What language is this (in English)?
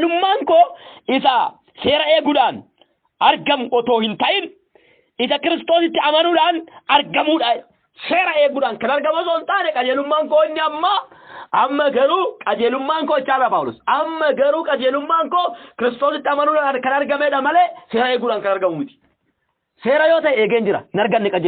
Oromo